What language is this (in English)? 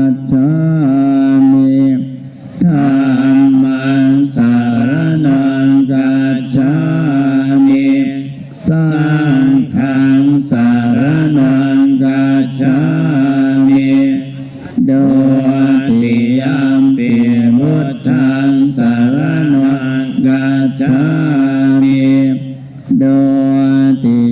Pali